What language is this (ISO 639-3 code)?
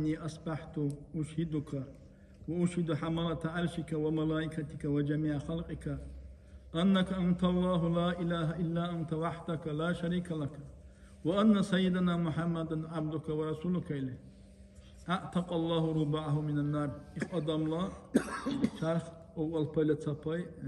dar